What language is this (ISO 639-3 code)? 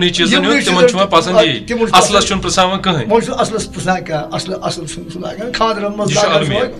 kas